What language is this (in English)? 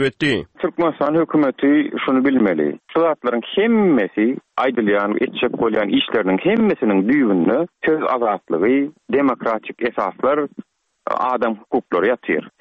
Turkmen